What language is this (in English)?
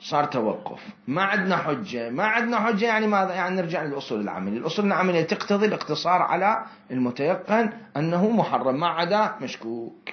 Mesopotamian Arabic